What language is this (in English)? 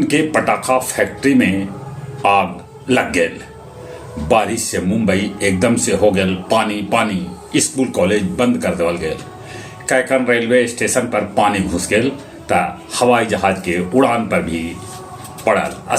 Magahi